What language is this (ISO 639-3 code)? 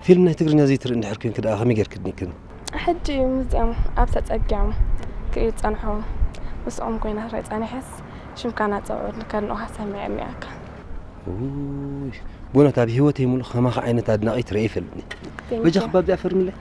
tir